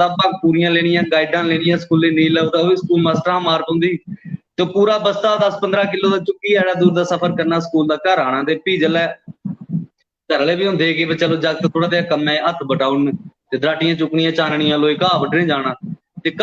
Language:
Dogri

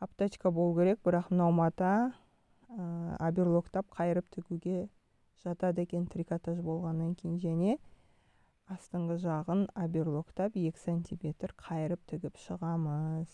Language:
Kazakh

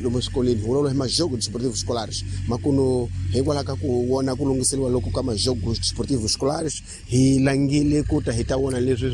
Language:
Tsonga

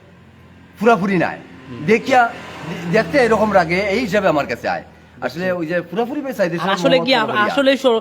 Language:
Sylheti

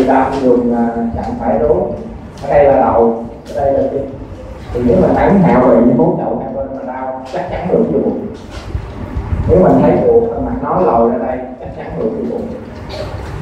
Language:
Vietnamese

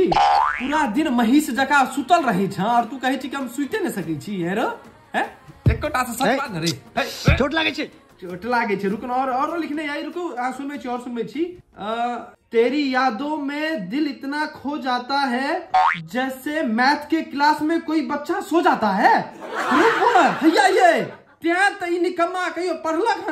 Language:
Maithili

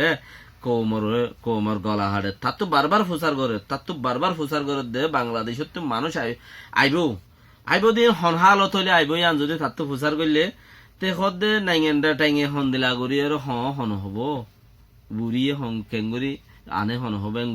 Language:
Rohingya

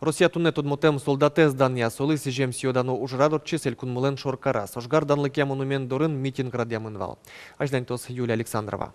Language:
Udmurt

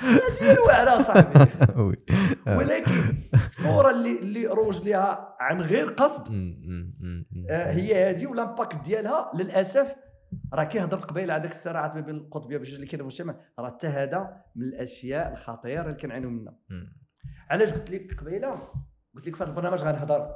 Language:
Moroccan Arabic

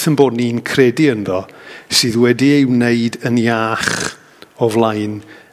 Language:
Welsh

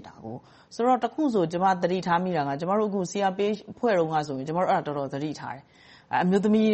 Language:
Burmese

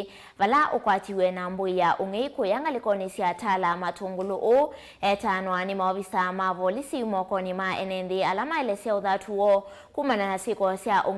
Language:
Kamba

